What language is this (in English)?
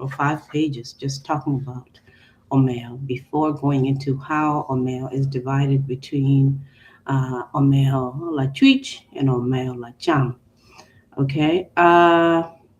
Acoli